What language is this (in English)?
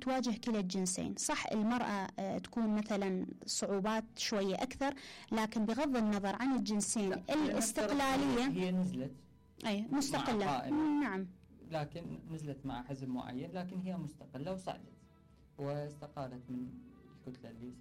Mesopotamian Arabic